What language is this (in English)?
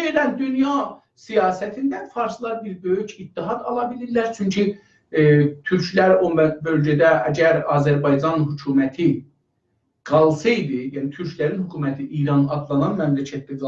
South Azerbaijani